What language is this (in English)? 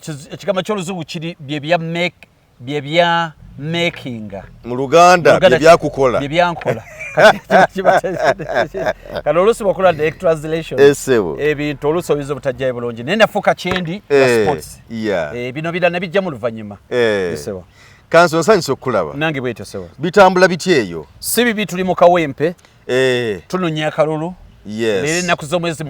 Ganda